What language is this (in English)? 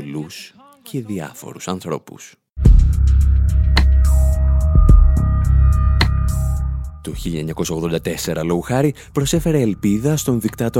Greek